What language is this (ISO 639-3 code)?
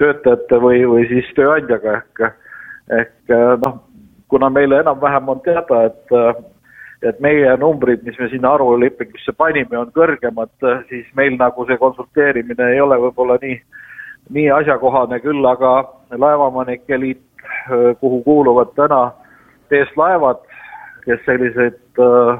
est